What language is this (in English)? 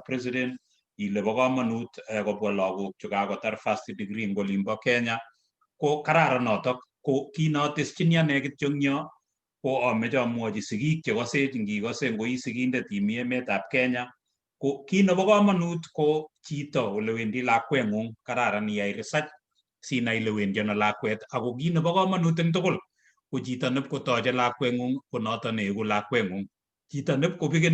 Kalenjin